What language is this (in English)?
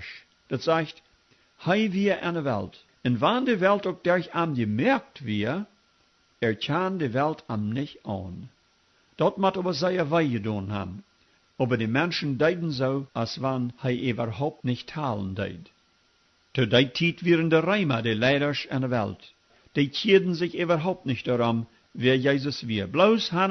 Plautdietsch